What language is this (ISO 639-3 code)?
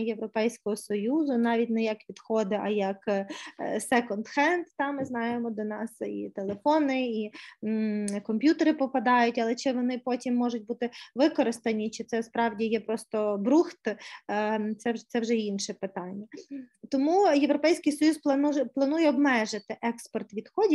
ukr